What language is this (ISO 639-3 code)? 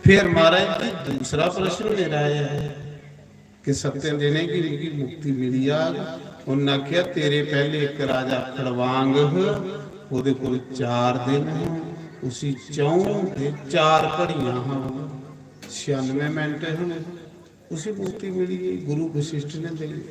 doi